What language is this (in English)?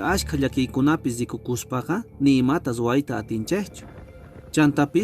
Quechua